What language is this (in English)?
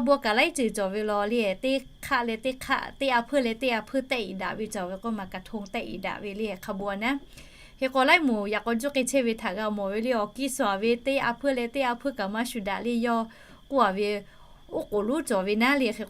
Lahu